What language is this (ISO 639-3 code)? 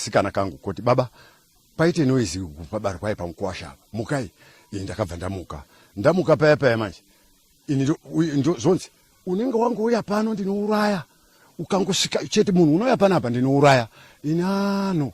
sna